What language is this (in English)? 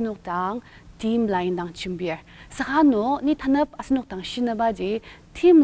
Ao Naga